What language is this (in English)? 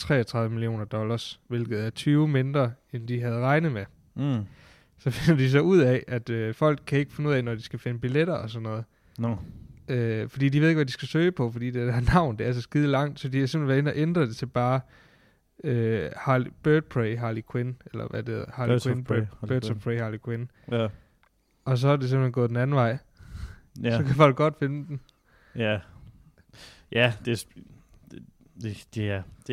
Danish